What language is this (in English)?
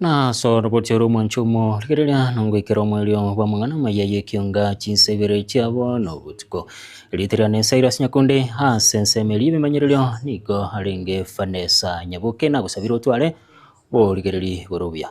Gusii